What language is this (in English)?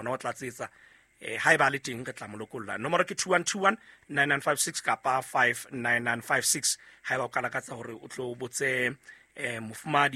Southern Sotho